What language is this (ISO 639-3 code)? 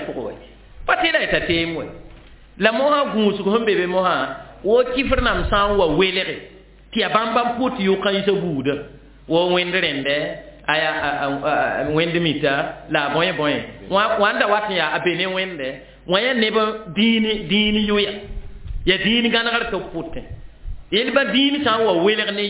mos